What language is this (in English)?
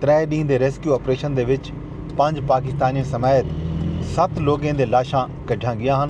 Saraiki